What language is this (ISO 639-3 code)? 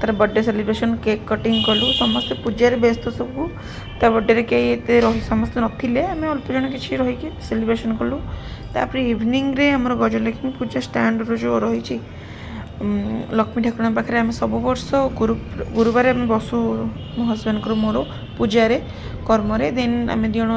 ori